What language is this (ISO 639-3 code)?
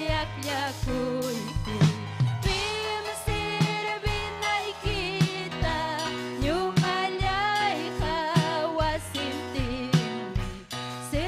quy